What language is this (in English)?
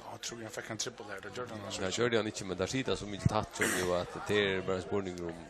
Faroese